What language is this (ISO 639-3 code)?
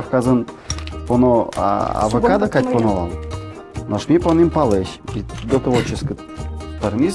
udm